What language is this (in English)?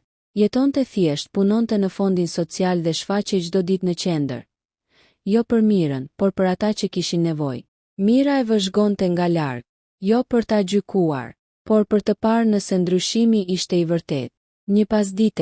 Albanian